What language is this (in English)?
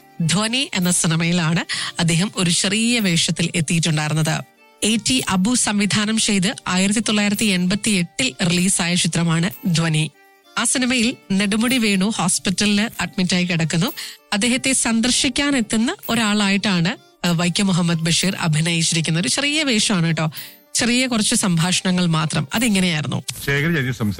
Malayalam